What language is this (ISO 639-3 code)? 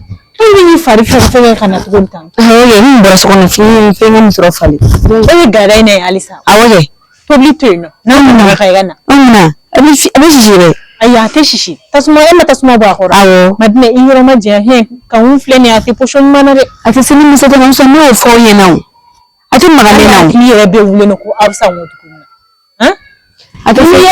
bam